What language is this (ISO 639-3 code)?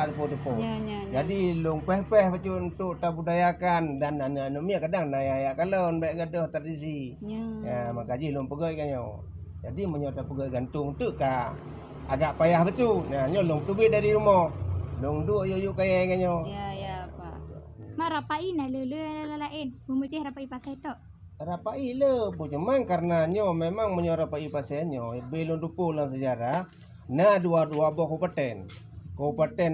ace